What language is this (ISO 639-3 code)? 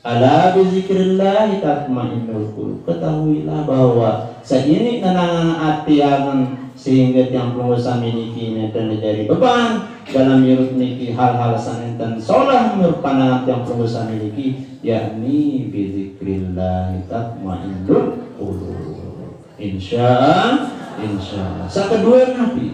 sas